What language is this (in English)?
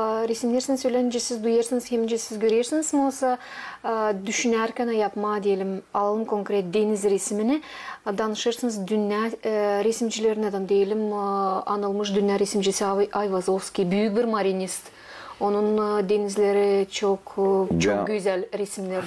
Gagauz